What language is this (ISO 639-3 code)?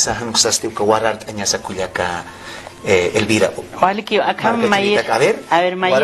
aym